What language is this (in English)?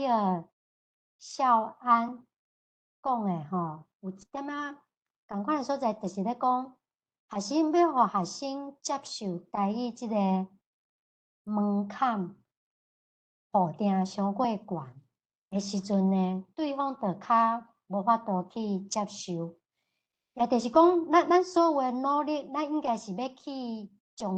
Min Nan Chinese